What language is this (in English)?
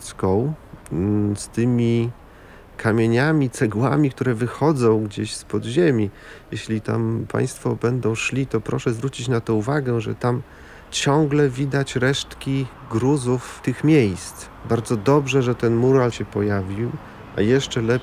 Polish